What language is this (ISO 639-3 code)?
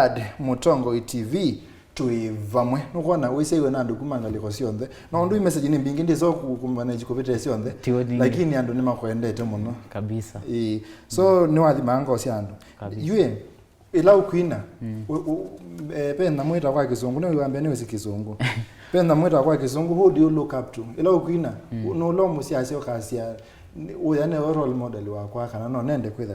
kam